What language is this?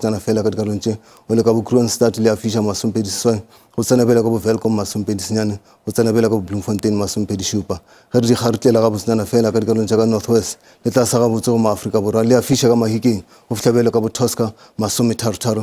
Northern Sotho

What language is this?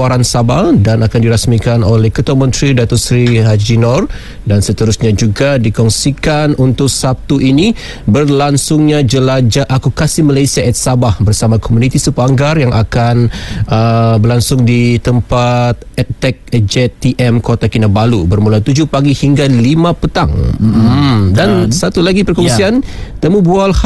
Malay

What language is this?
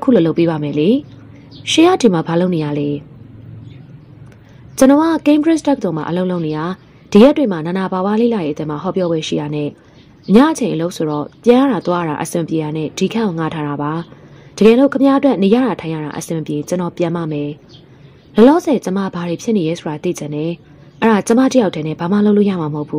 Burmese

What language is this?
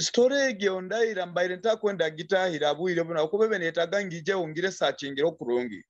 Nyoro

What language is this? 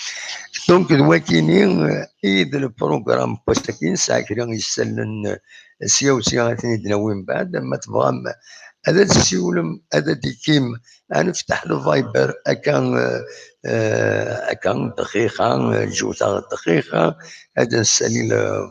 Kabyle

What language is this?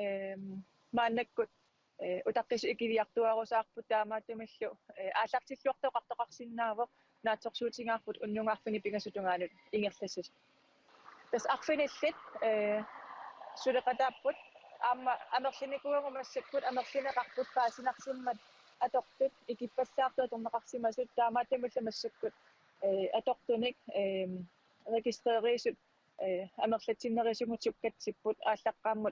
Kalaallisut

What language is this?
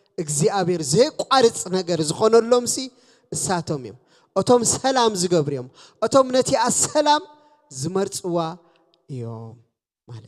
Tigrinya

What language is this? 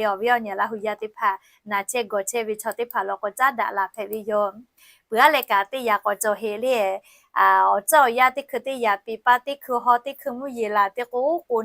Lahu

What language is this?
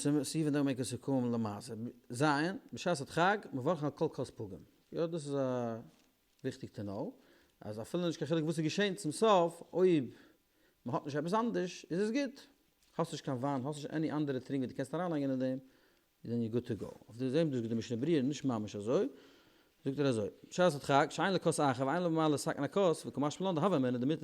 Yiddish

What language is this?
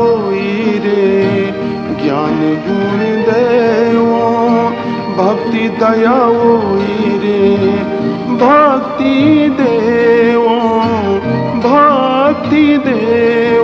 Newari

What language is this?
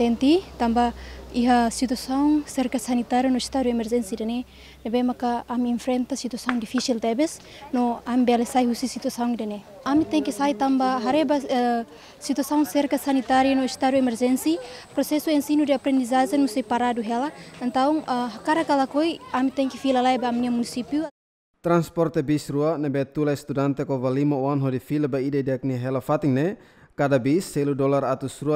Tetum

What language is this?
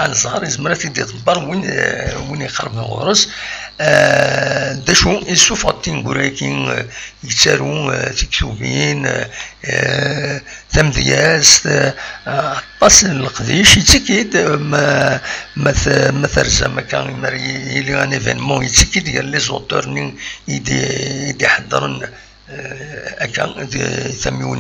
Kabyle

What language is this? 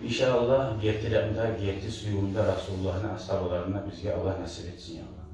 Kumyk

